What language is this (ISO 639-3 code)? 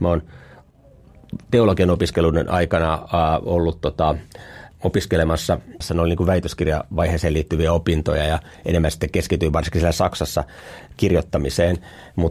fin